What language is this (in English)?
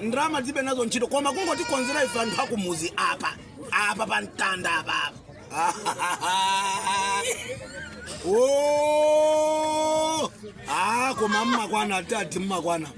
Nyanja